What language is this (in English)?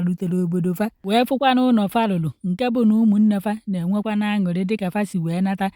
Igbo